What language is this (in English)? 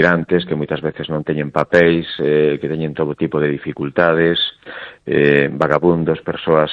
Galician